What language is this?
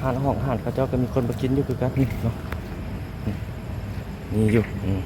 Lao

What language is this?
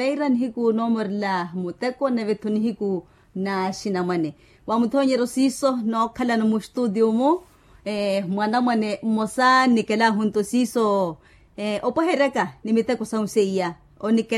Makhuwa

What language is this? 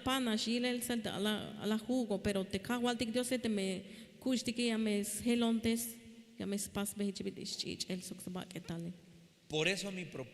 Tzeltal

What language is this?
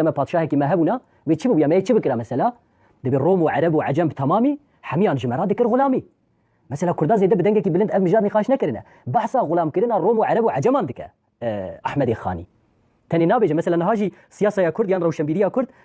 Kurdish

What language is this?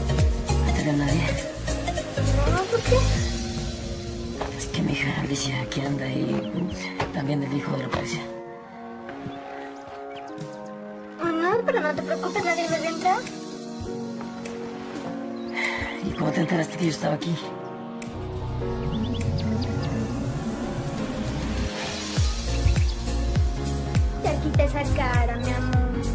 Spanish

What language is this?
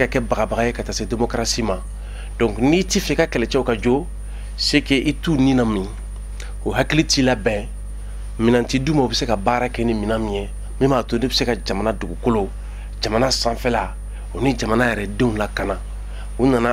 Bambara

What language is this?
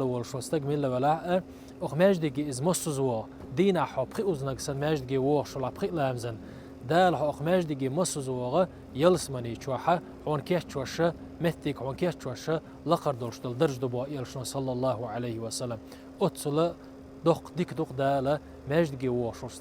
Chechen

